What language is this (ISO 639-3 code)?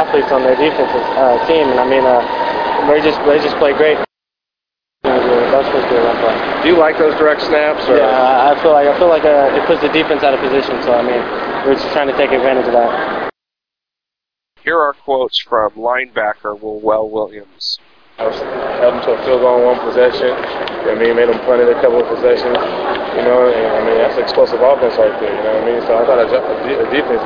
eng